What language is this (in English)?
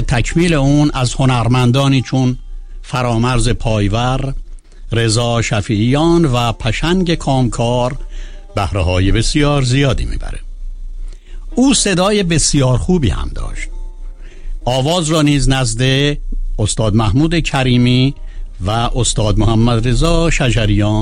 Persian